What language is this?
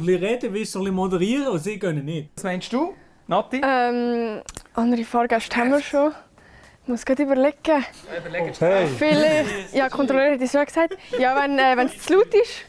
Swiss German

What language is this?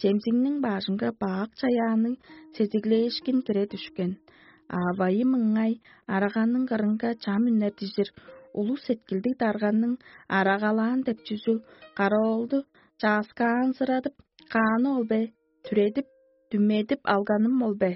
Tuvinian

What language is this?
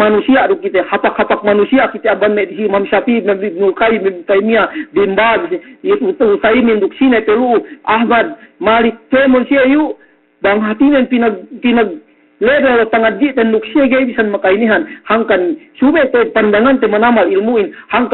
Yakan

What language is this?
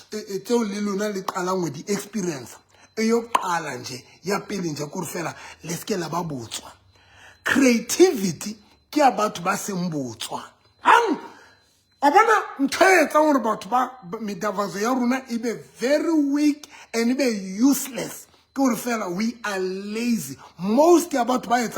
Southern Sotho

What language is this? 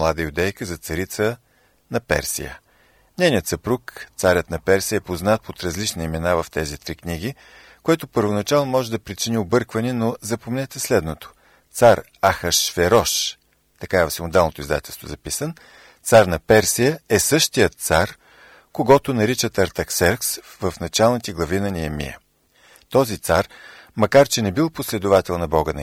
Bulgarian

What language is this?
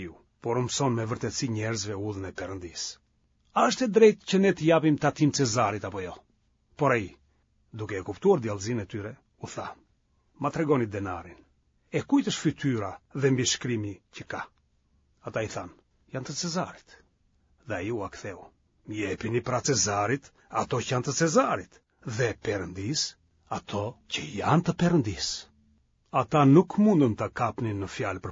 Albanian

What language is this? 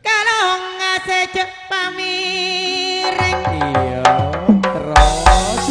Madurese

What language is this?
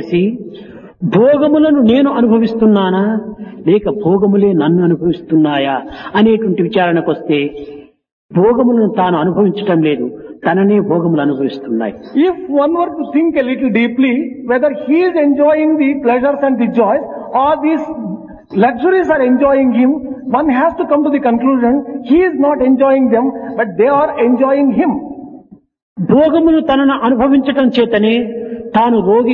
Telugu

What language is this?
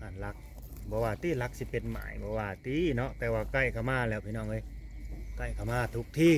Northeastern Thai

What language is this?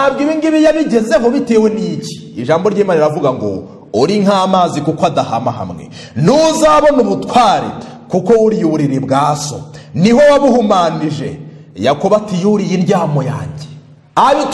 Kinyarwanda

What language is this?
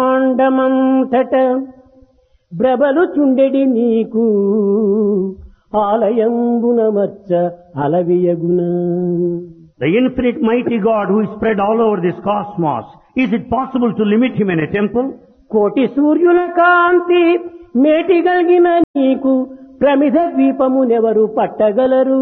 Telugu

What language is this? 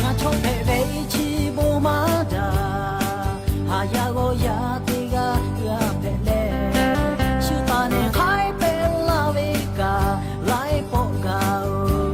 Lahu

